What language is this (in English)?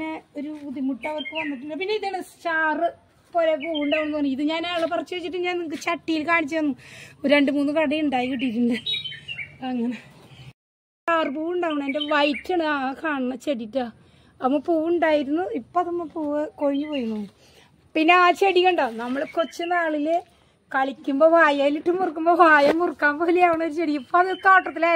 Malayalam